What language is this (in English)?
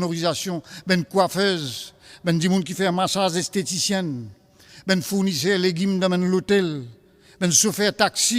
Morisyen